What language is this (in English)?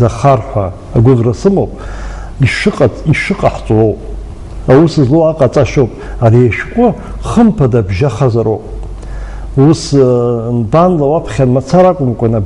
Abkhazian